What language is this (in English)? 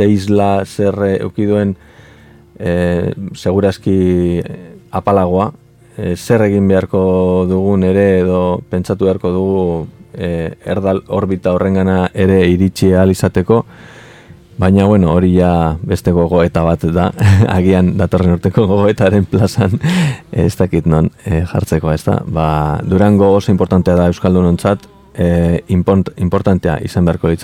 Basque